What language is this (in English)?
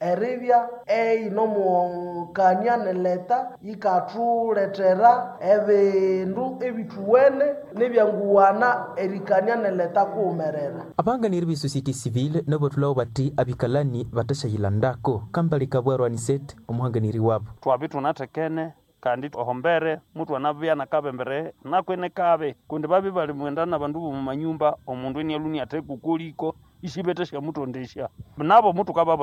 Nande